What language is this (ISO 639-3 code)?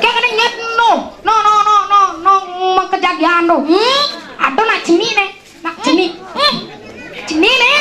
ban